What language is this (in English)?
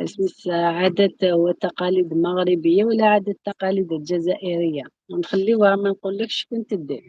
Algerian Arabic